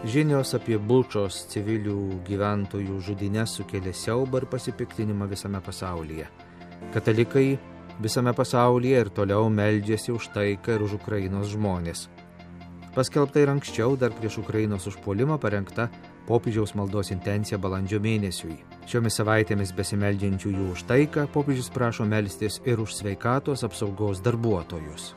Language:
Lithuanian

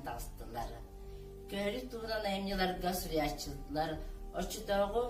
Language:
Yakut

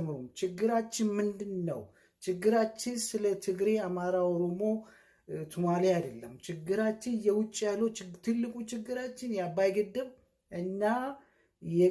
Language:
Amharic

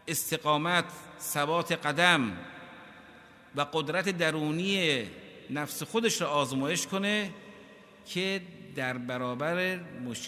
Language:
Persian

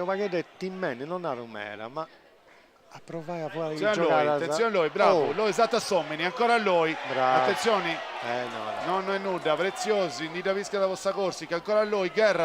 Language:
Sardinian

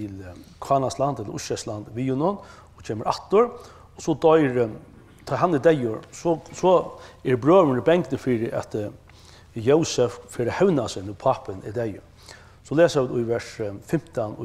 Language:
Faroese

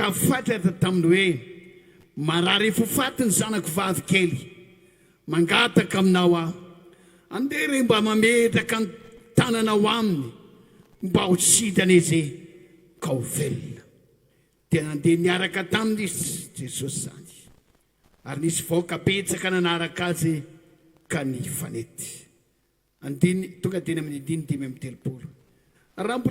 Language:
Malagasy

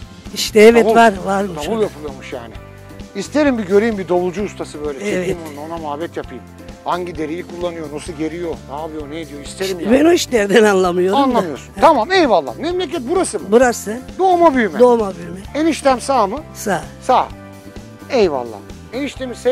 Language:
Turkish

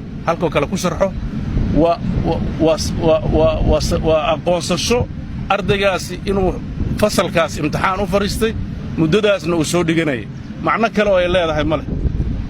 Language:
Somali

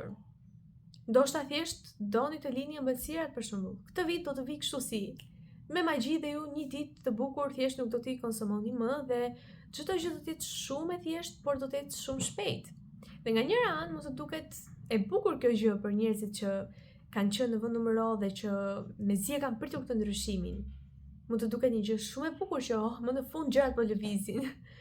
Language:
Albanian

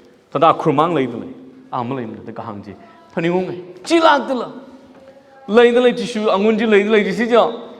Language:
Tangkhul Naga (India)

